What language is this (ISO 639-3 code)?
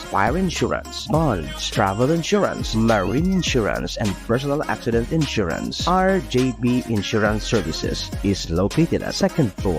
bik